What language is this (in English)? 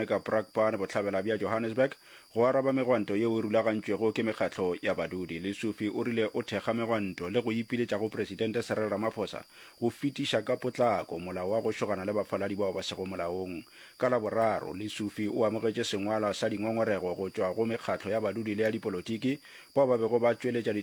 Northern Sotho